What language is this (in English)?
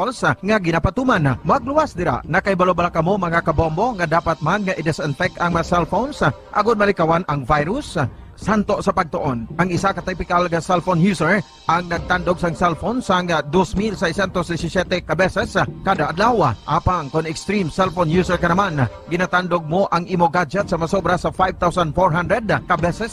Hiligaynon